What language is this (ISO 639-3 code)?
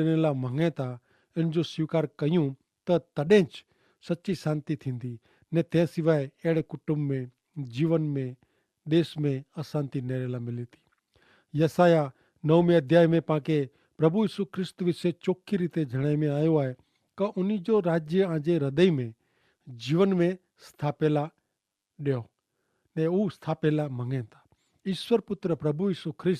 kfr